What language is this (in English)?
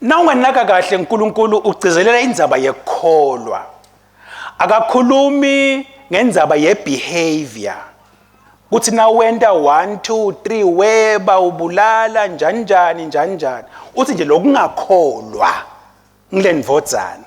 Swati